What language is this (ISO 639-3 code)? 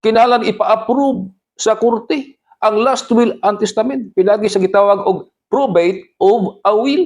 ceb